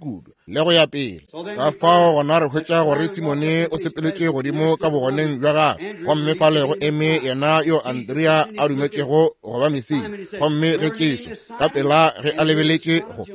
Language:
Northern Sotho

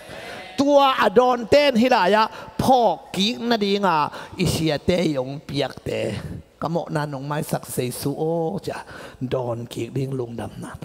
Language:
Tedim Chin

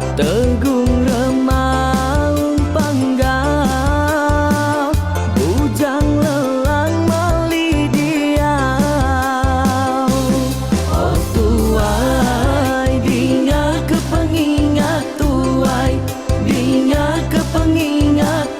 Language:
Iban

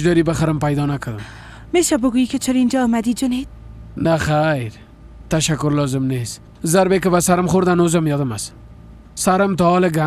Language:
Persian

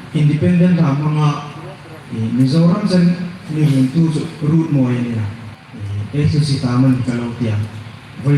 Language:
Hmar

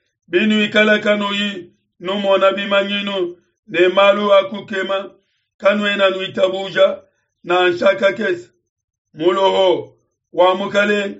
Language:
Luba-Lulua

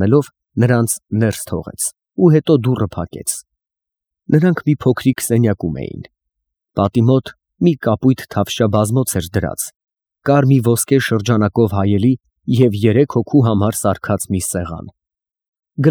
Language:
Armenian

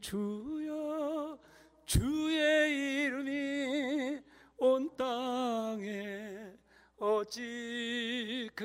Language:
Korean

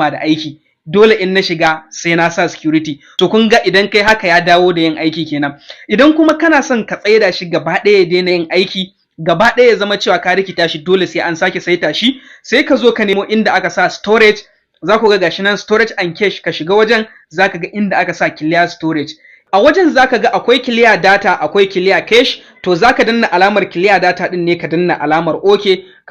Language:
Hausa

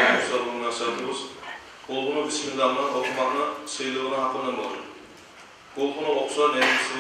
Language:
Kumyk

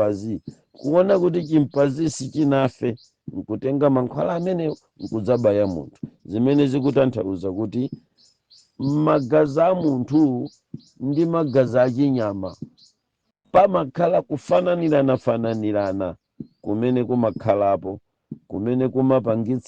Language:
Nyanja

